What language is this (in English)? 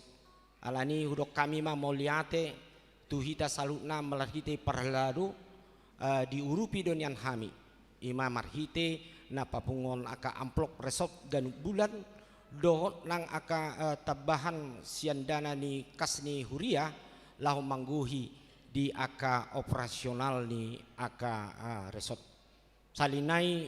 Batak Toba